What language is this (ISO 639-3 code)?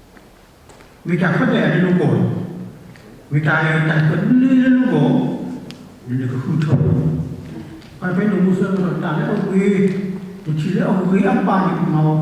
ksw